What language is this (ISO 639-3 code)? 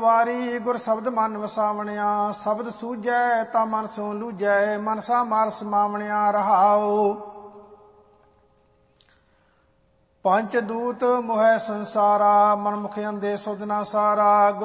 pan